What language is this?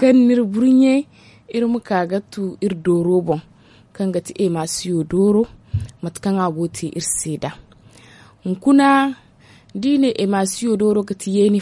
Zarma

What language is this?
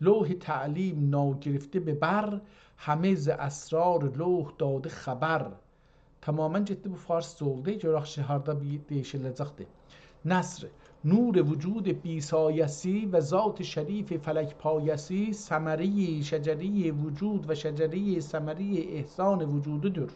South Azerbaijani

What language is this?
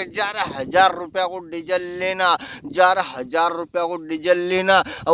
Rajasthani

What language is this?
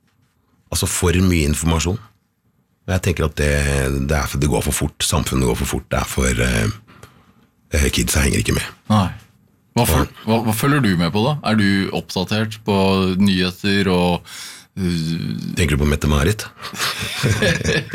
Norwegian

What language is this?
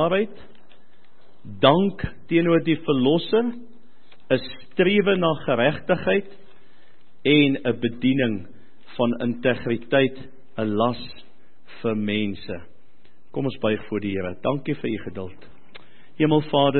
Afrikaans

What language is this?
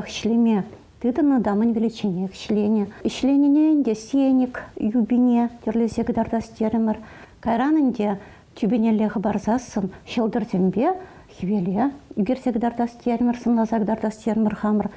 Chuvash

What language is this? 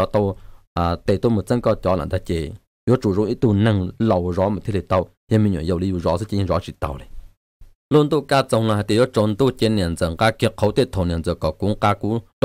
Vietnamese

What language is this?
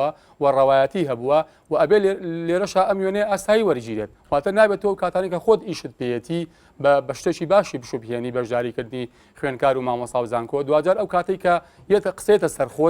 Central Kurdish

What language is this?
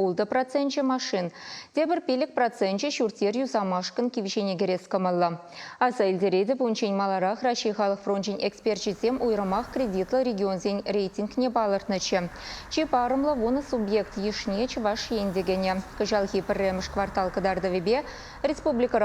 Chuvash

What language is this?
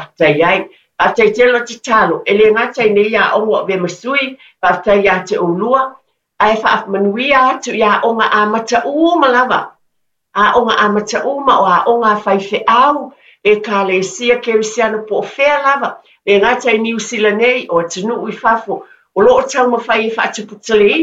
Samoan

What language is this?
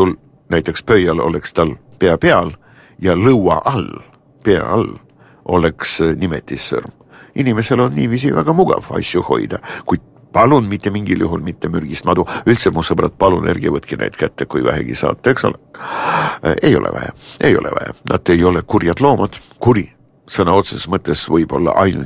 Estonian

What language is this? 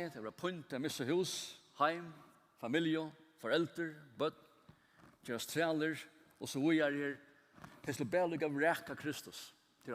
Faroese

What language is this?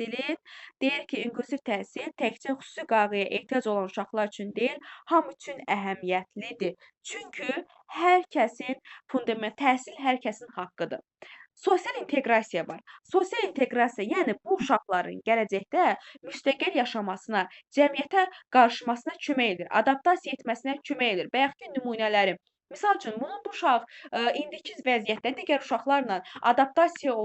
Azerbaijani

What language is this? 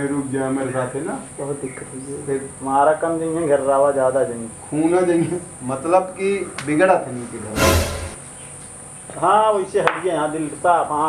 Awadhi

